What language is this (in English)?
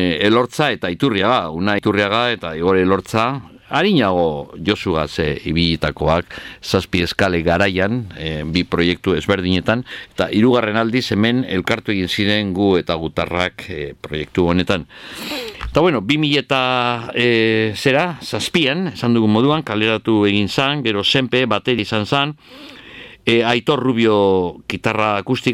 Basque